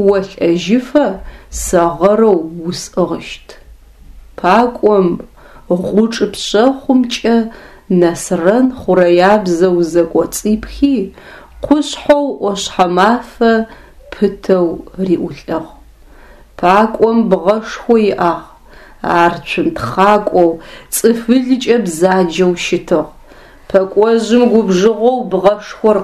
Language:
Adyghe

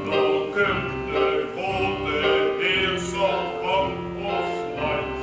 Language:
Limburgish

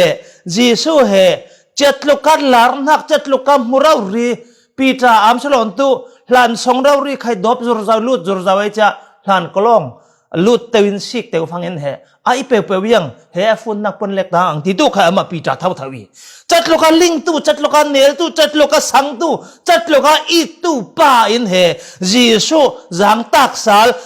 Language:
Falam Chin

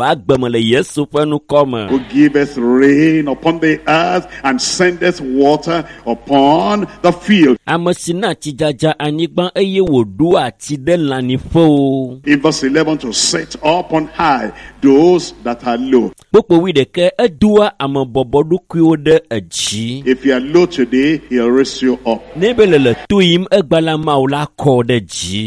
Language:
Ewe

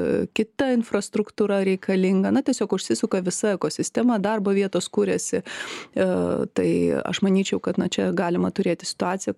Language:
Lithuanian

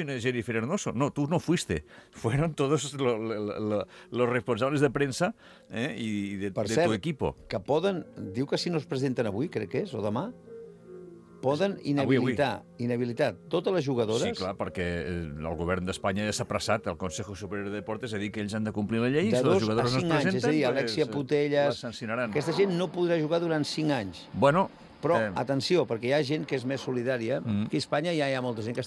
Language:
Catalan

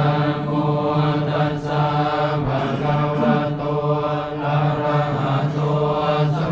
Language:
Pali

